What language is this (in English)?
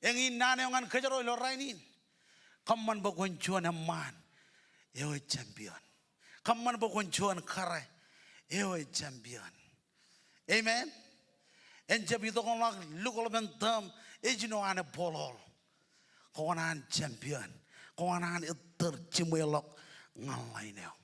Marshallese